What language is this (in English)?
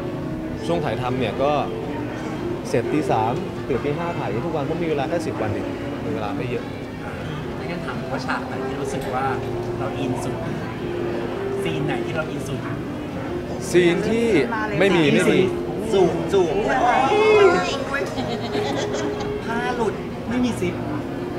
Thai